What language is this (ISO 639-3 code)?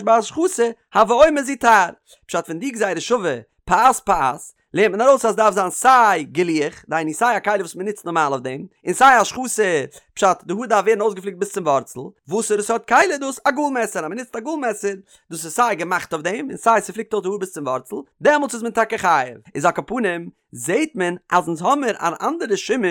yid